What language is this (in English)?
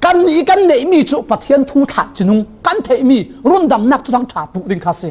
Falam Chin